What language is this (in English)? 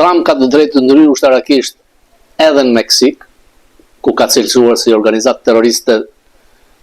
Albanian